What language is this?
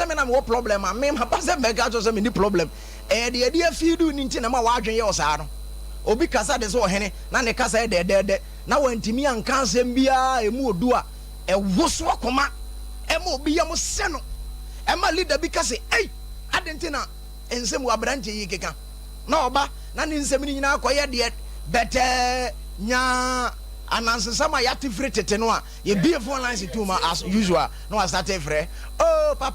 Akan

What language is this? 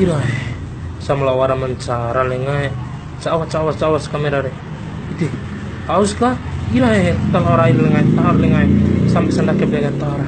Bima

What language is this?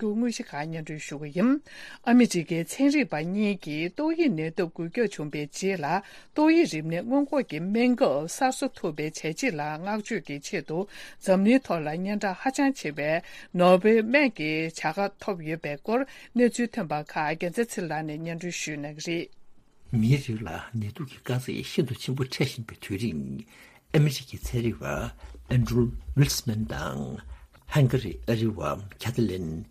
Tibetan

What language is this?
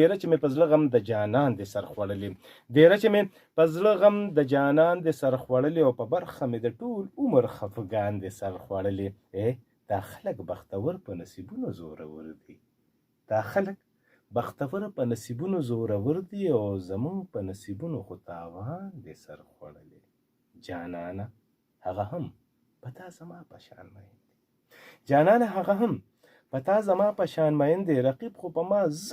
Pashto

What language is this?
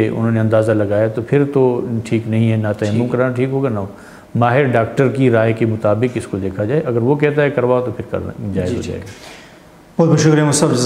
Urdu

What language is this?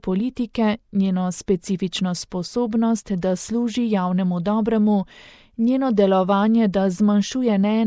Slovenian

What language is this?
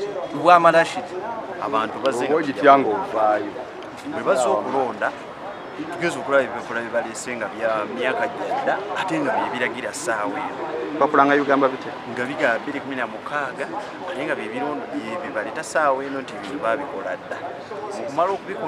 Ganda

